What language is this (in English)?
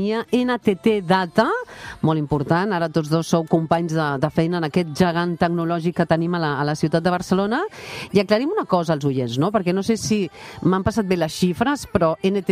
Catalan